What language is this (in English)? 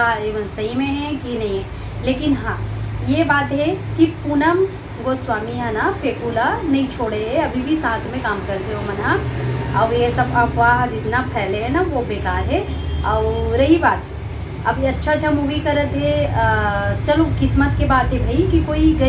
Chhattisgarhi